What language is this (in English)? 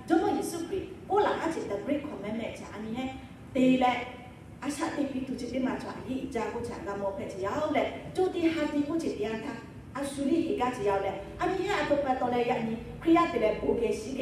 Lahu